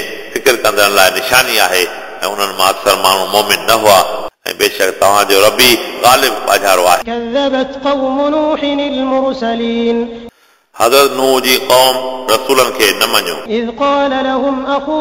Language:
Sindhi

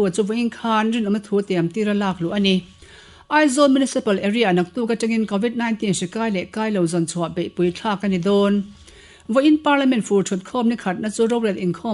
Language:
Mizo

